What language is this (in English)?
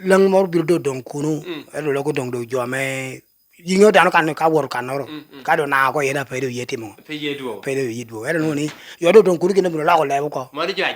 Lango (Uganda)